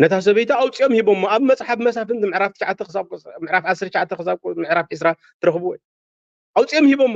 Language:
Tigrinya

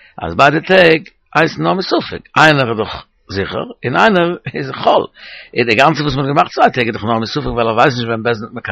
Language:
Yiddish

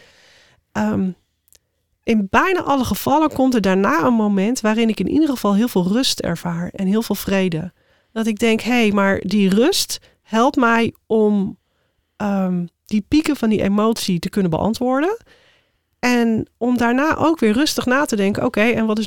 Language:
Dutch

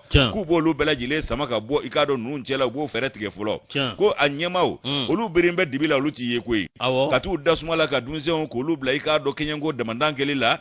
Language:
Bambara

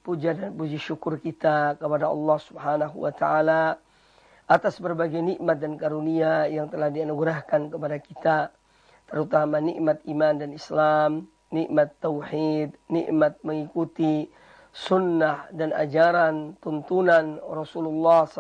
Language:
Indonesian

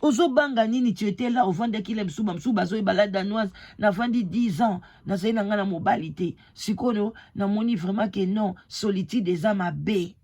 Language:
Lingala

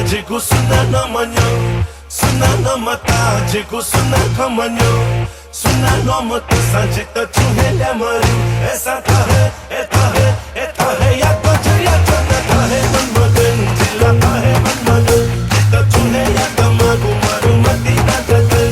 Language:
Newari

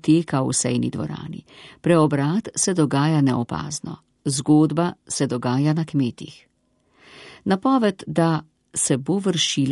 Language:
Slovenian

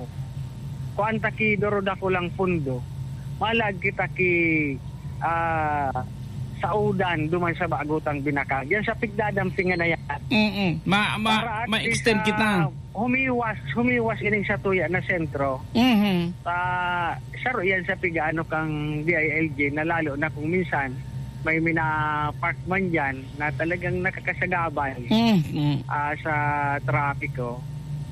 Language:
Bikol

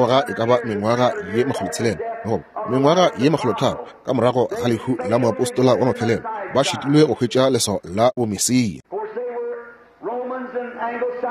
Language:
Northern Sotho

